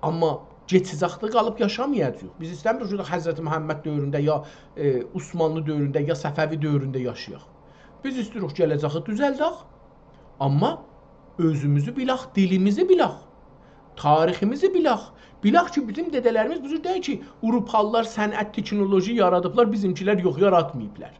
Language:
South Azerbaijani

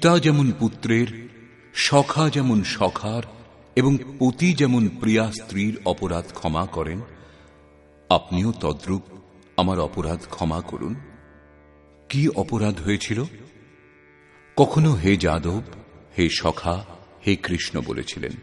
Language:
Bangla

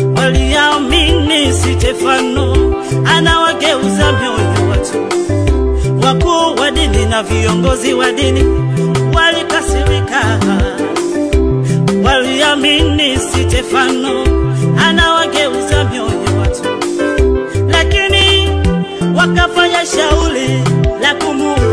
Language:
Swahili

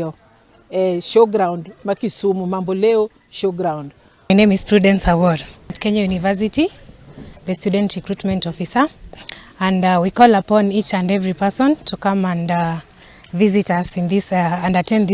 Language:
Luo (Kenya and Tanzania)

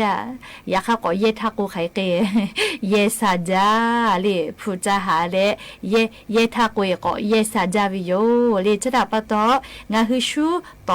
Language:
Lahu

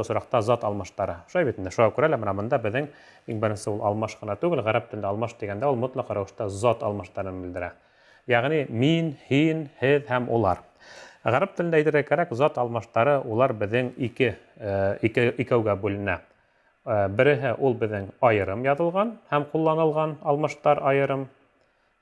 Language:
Bashkir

